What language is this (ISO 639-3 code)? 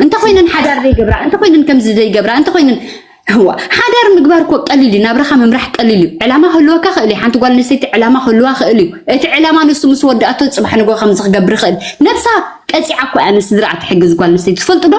tir